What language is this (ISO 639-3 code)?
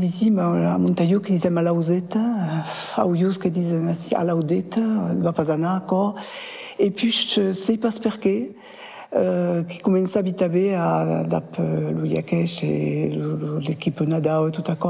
oci